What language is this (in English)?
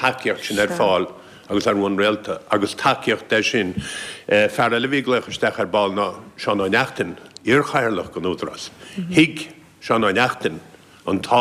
Irish